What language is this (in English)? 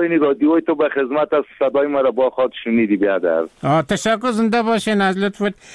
Persian